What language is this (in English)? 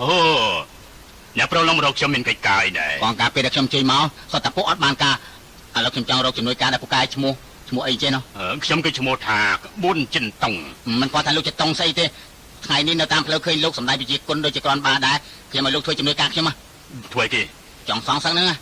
Khmer